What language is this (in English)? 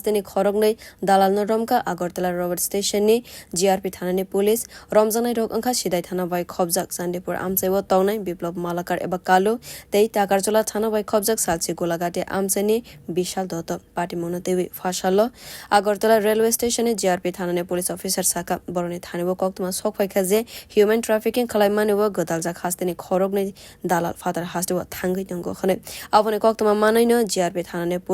Kok Borok